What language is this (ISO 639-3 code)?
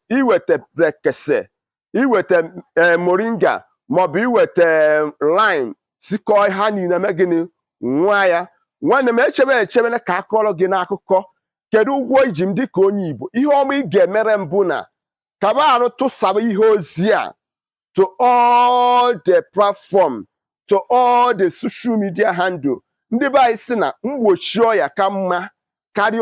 ibo